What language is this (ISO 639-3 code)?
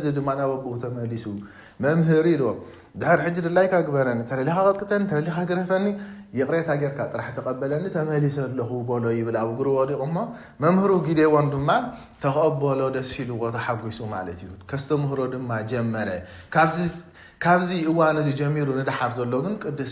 tir